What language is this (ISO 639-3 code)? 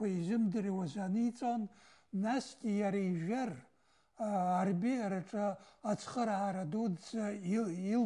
abk